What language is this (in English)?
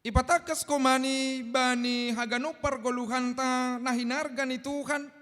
Batak Simalungun